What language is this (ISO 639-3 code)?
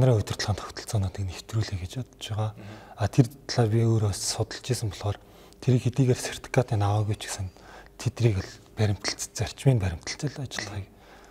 mon